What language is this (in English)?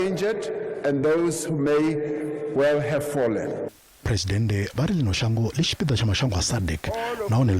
Venda